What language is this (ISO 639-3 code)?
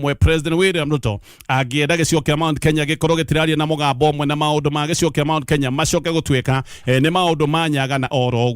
kik